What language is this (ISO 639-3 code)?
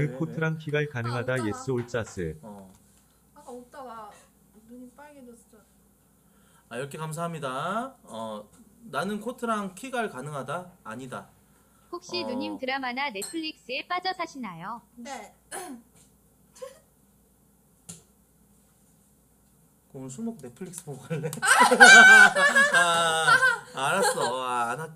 kor